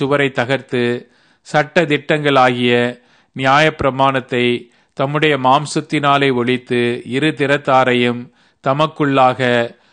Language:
Tamil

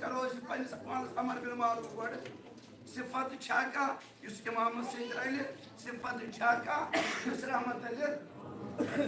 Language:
Kashmiri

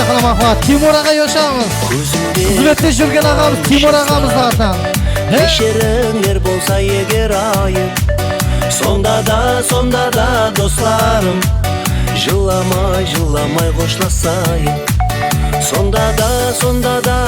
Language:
Kara-Kalpak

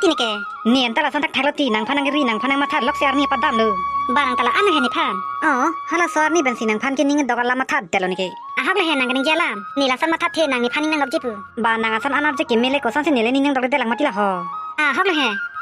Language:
Karbi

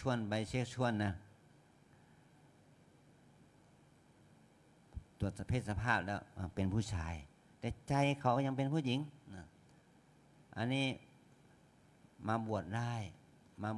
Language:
Thai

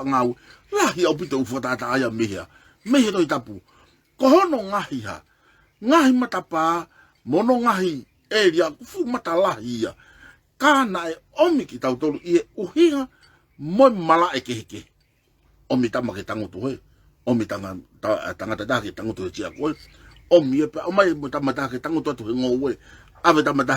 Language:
Tongan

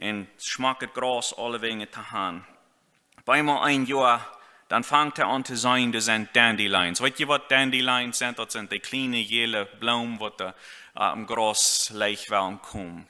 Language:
Plautdietsch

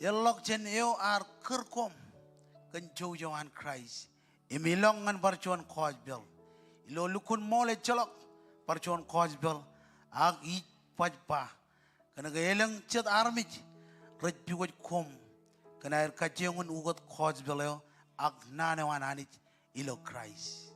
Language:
Marshallese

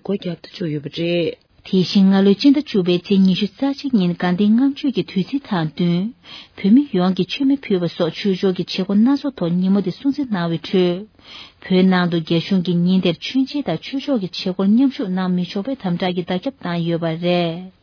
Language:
Tibetan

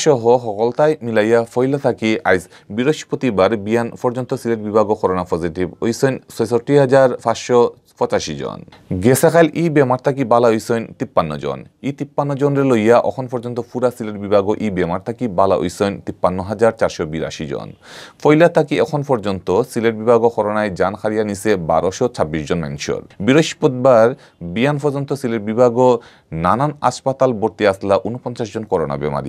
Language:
Sylheti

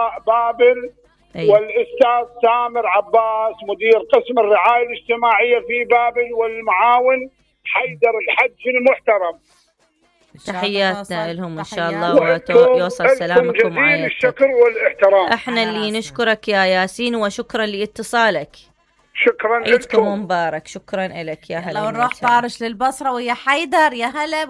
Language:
Mesopotamian Arabic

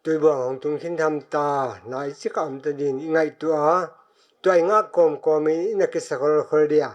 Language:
Paite Chin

